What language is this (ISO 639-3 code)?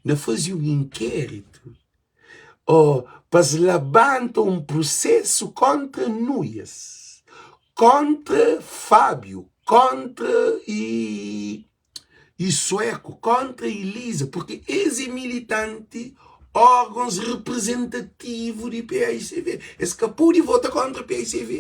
kea